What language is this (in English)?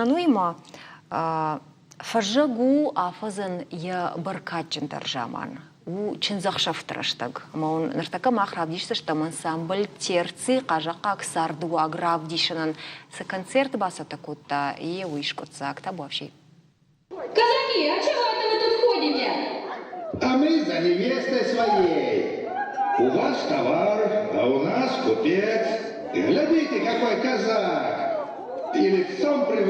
Ossetic